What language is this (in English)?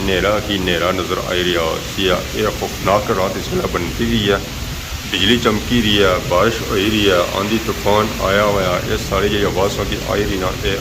Pahari-Potwari